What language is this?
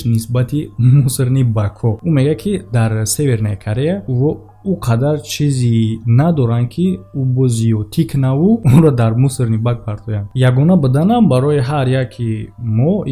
Tajik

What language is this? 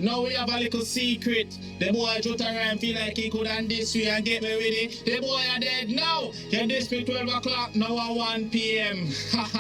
Jamaican Creole English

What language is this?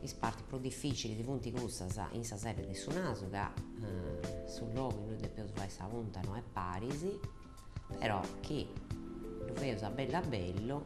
Sardinian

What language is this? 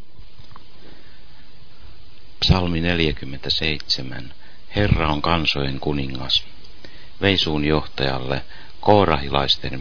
Finnish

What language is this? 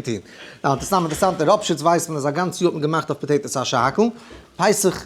Yiddish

